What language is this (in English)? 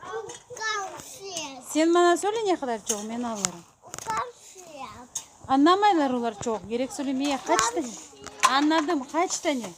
Crimean Tatar